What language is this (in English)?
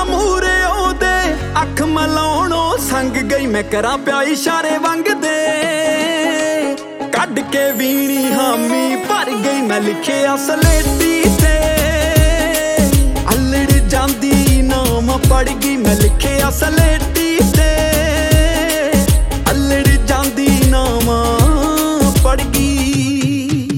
Punjabi